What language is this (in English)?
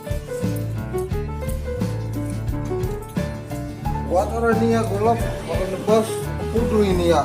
Betawi